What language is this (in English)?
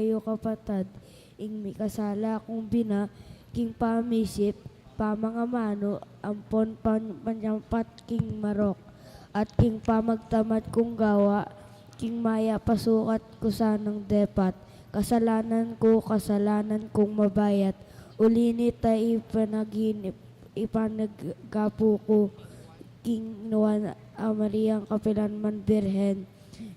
Pampanga